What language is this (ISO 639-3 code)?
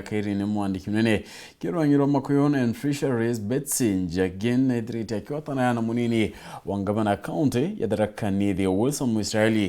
mer